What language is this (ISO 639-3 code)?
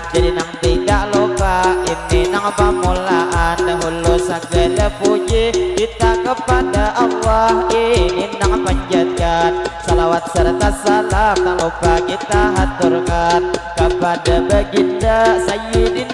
bjn